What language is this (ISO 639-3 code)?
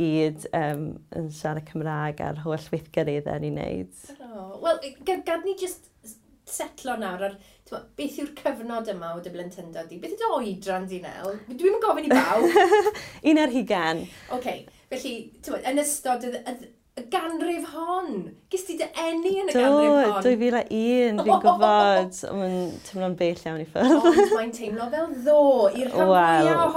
cym